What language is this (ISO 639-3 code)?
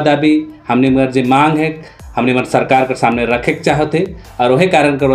sck